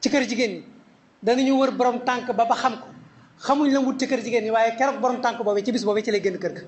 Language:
Wolof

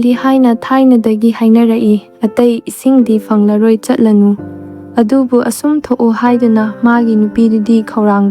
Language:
Manipuri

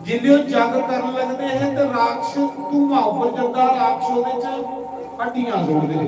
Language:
Dogri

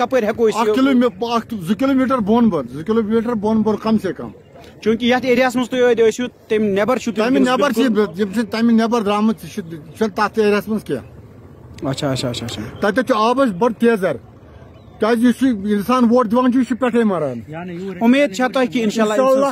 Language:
Kashmiri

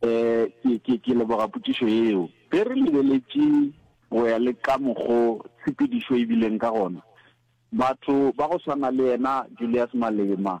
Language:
Northern Sotho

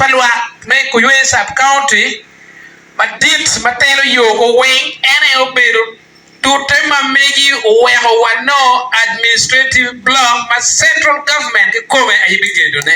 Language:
Acoli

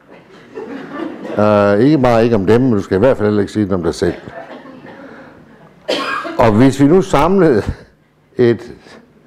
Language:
Danish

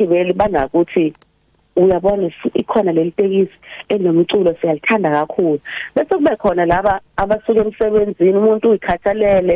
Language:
South Ndebele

